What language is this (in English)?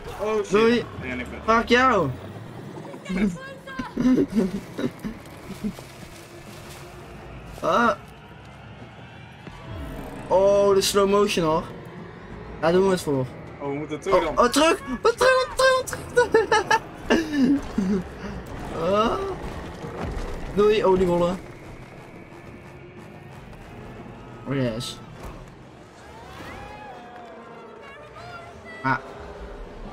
Dutch